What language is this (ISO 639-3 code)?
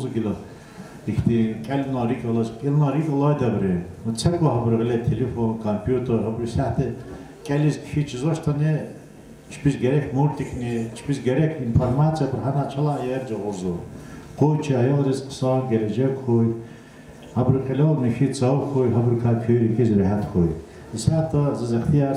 lez